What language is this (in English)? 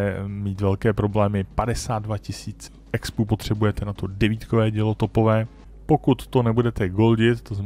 Czech